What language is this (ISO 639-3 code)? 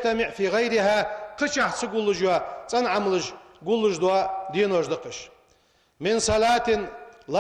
inh